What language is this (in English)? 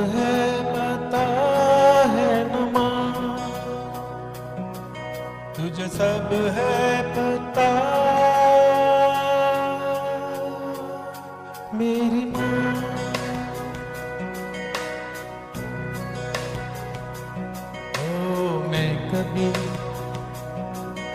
Hindi